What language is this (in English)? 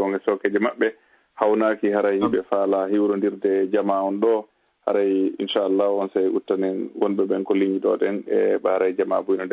Fula